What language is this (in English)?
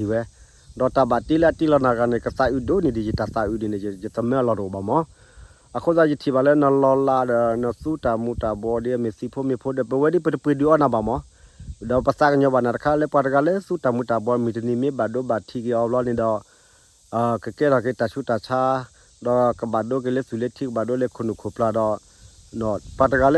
S'gaw Karen